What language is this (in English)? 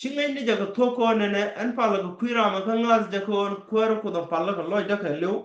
Nuer